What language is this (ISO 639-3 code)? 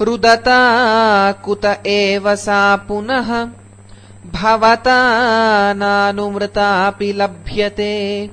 san